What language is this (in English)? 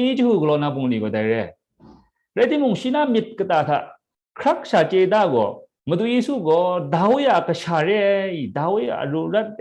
Kachin